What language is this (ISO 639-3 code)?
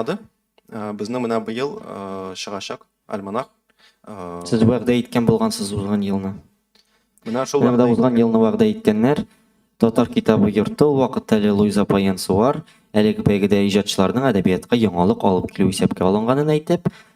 tat